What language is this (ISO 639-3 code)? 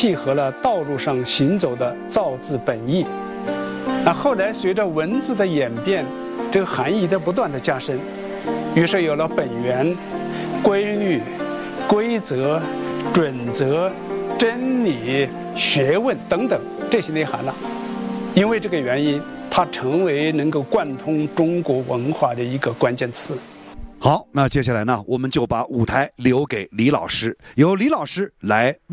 zho